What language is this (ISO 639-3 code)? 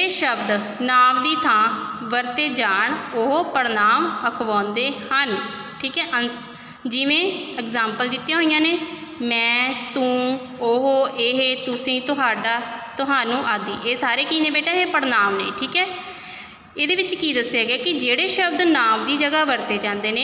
pan